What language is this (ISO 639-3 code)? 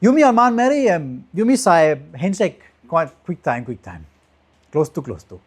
tpi